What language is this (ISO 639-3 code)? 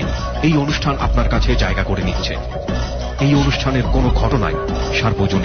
ben